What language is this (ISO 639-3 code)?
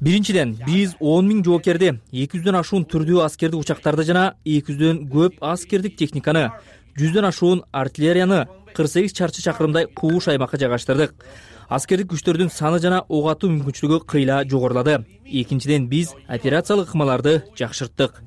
kir